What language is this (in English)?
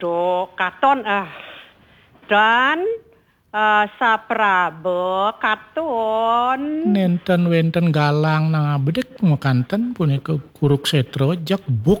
Balinese